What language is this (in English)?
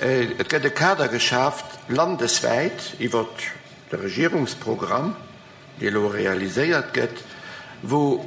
Luxembourgish